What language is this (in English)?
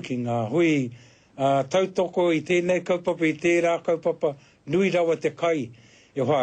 Māori